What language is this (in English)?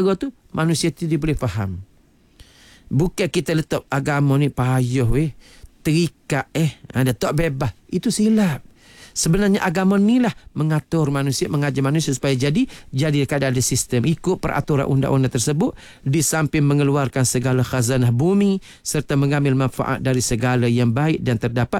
Malay